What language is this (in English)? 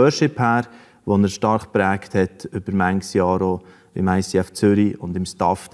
Swiss German